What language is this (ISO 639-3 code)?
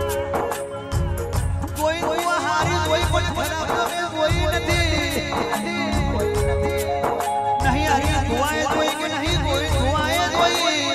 guj